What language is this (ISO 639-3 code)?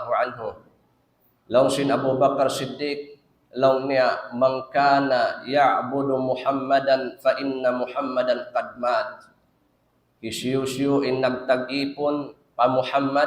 tsg